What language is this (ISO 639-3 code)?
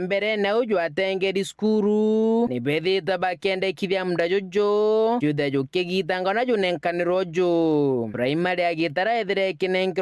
mer